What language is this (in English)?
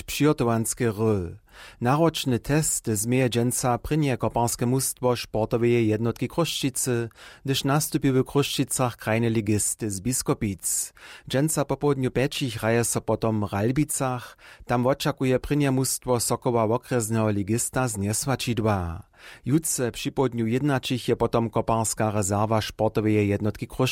Upper Sorbian